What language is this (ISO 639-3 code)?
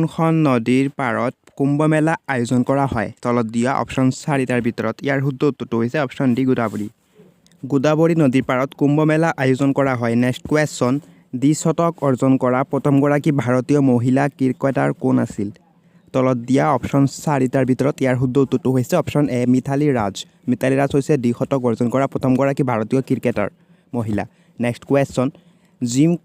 asm